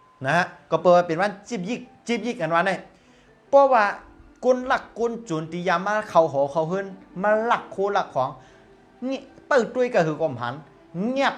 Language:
Shan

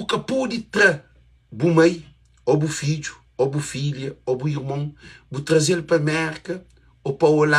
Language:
Kabuverdianu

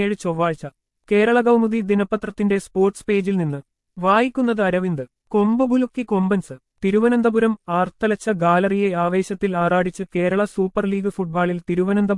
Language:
Malayalam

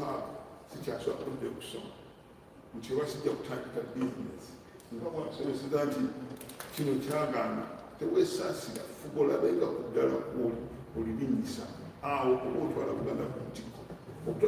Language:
Ganda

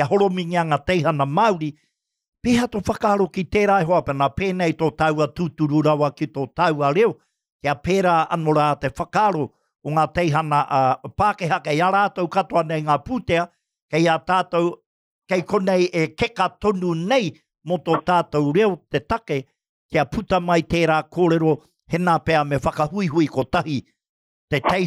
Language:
Māori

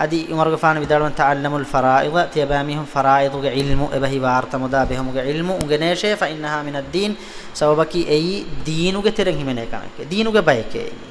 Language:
Divehi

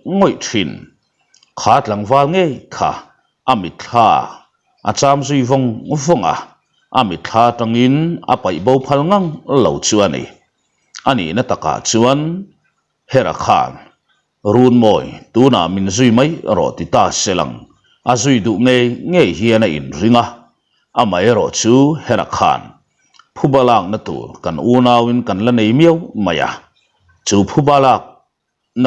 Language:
Mizo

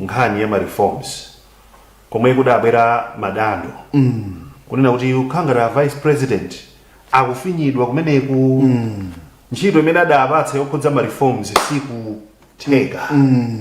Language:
Nyanja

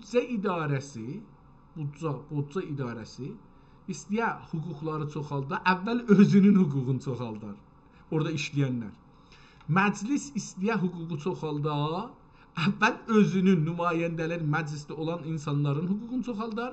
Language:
South Azerbaijani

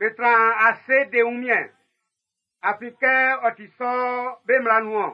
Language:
Baoulé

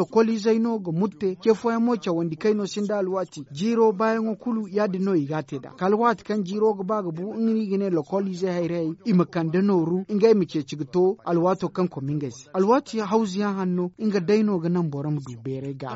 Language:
Zarma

